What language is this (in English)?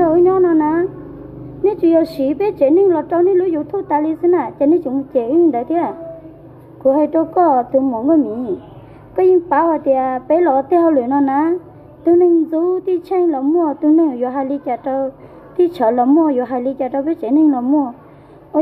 Hmong